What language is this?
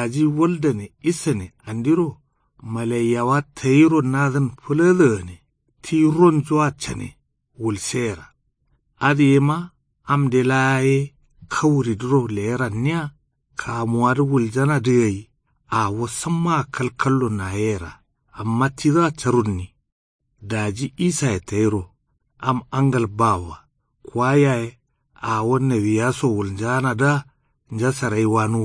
Kanuri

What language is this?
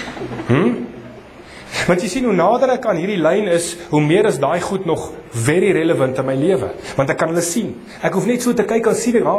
Afrikaans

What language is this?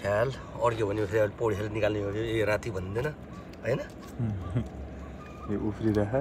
Nepali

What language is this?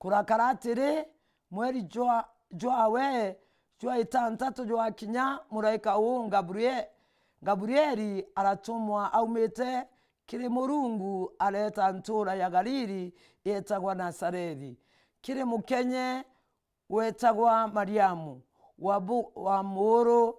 Meru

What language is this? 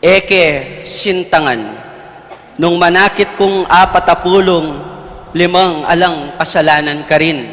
Pampanga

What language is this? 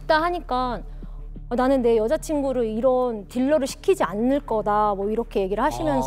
Korean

